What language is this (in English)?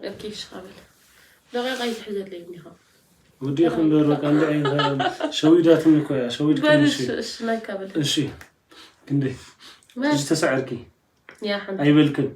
Tigrinya